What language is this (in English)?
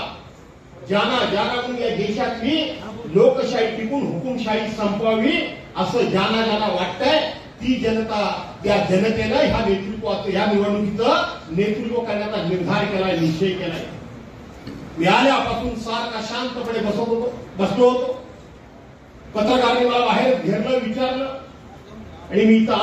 Marathi